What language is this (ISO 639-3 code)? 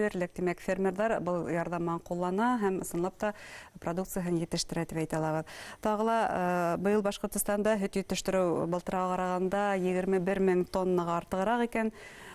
bak